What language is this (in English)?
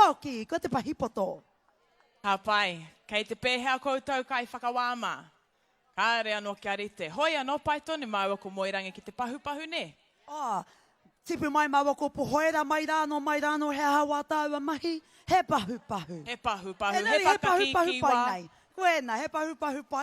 Māori